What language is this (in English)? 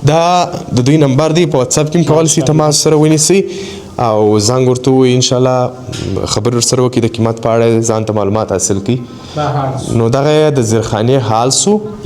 Pashto